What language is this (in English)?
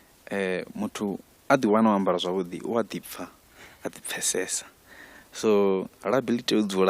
Venda